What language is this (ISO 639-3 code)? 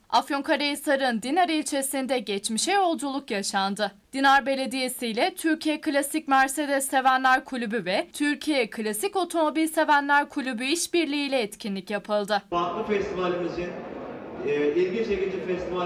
tur